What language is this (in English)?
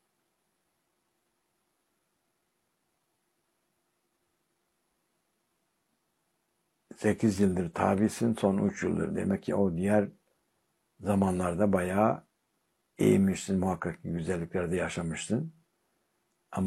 Turkish